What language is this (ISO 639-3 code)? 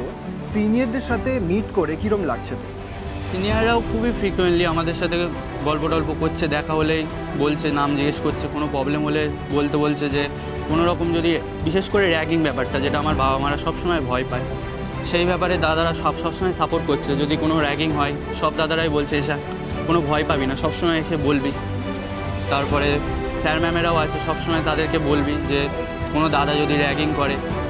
ben